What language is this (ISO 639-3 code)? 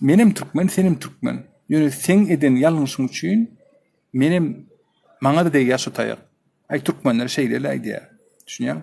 tuk